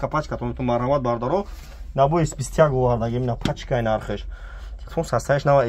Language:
Tajik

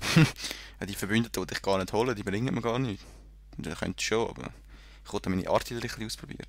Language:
Swiss German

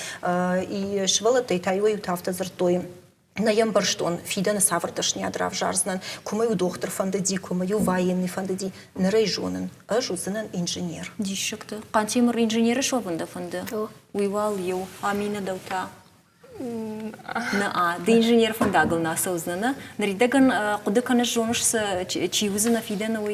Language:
Ossetic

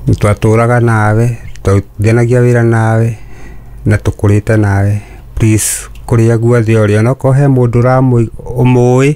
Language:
Kikuyu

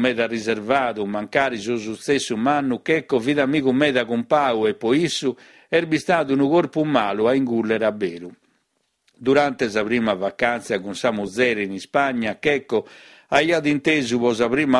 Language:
Sardinian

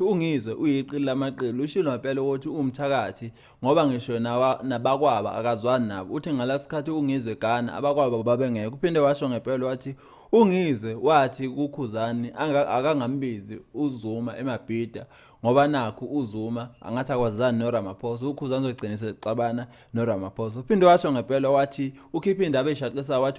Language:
Zulu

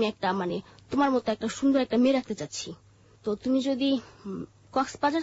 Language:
Bangla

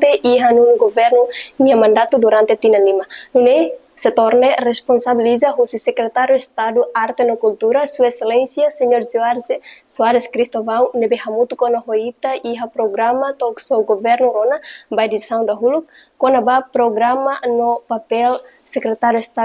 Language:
Tetum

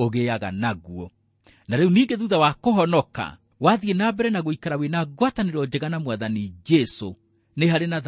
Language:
Kikuyu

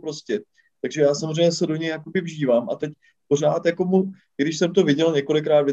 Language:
Czech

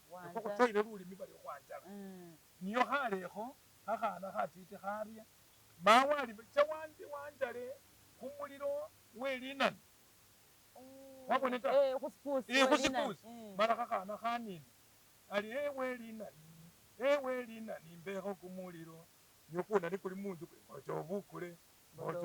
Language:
Masaaba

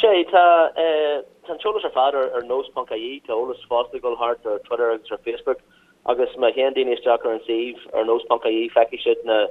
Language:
Irish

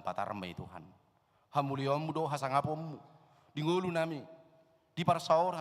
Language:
Batak Toba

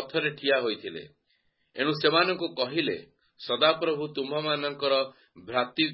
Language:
Odia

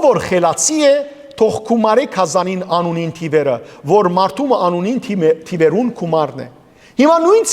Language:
Western Armenian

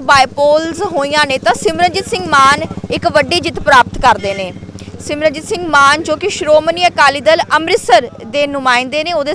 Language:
Punjabi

